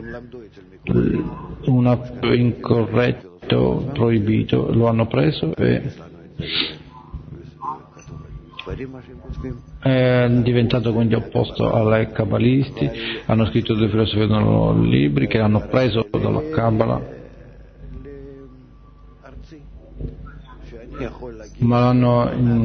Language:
Italian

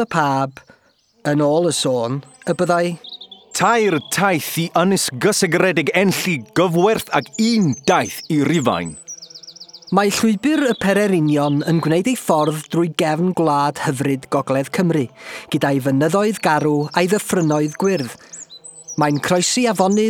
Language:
Welsh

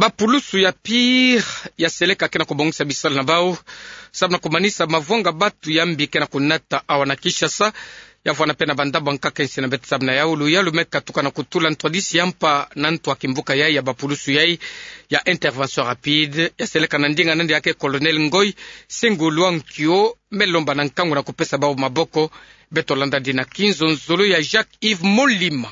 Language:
Kituba (Democratic Republic of Congo)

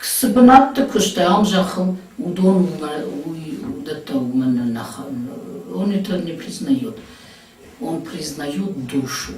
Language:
Ossetic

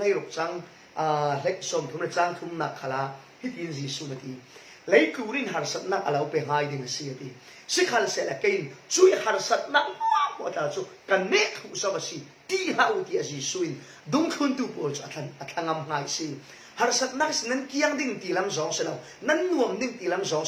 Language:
Falam Chin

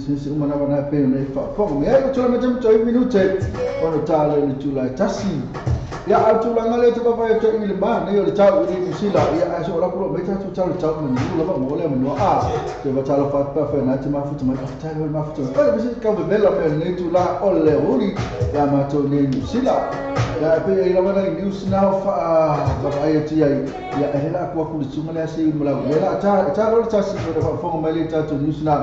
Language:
Samoan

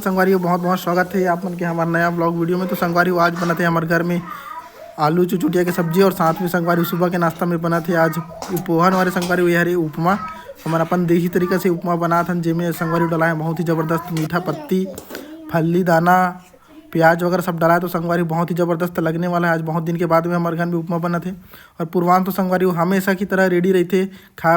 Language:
Chhattisgarhi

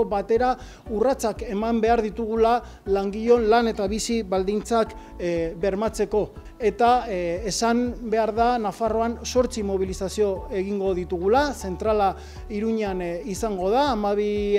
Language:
Basque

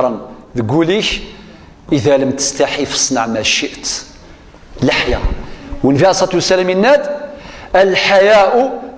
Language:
Kabyle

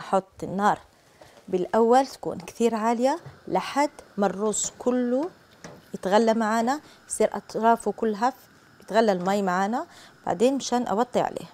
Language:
Algerian Arabic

